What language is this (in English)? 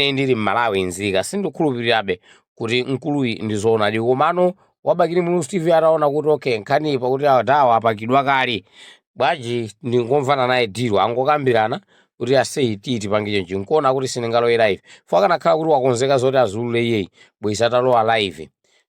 Nyanja